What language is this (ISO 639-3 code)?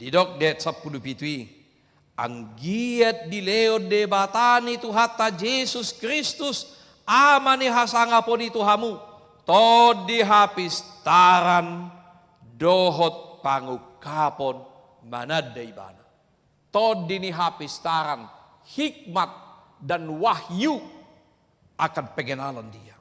bbc